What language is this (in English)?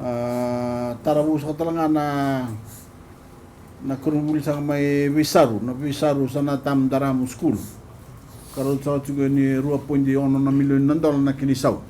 Fijian